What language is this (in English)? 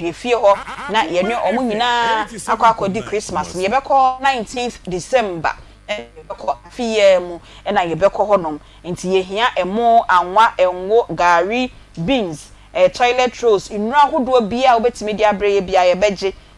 Akan